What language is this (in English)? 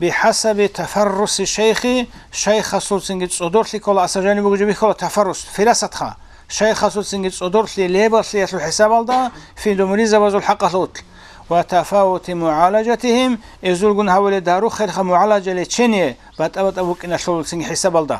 Avaric